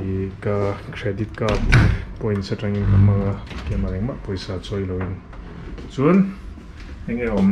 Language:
Mizo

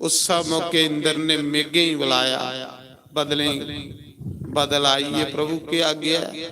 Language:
Dogri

